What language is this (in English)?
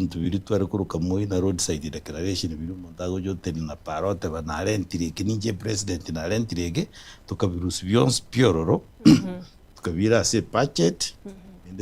Gusii